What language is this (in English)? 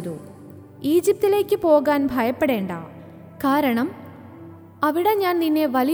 Malayalam